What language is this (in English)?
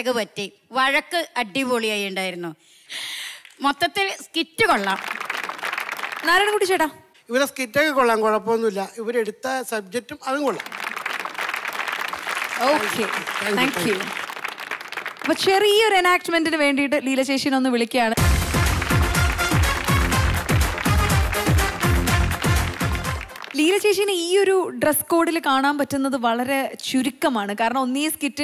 Malayalam